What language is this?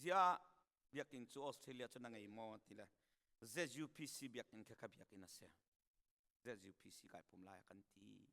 Hakha Chin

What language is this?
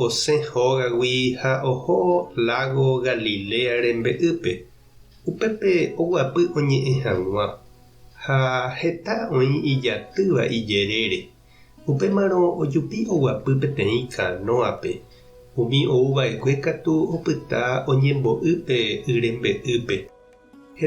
Guarani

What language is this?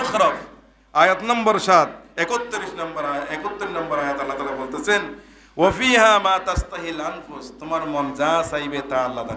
Bangla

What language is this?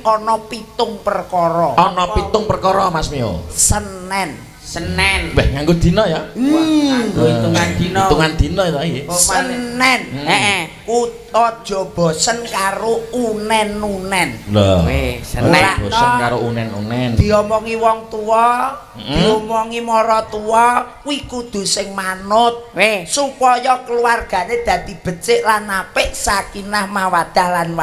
Javanese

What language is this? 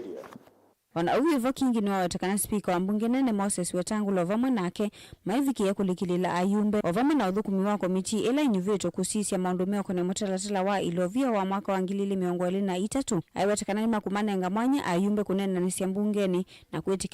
Kamba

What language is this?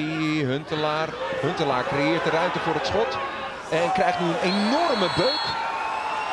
Dutch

